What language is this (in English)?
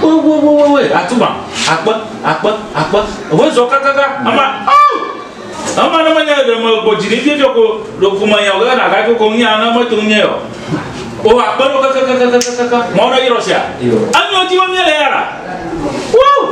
Ewe